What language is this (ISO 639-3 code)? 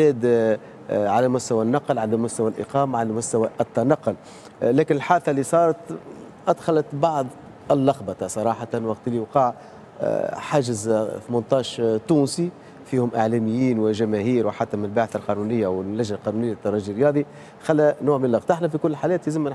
aeb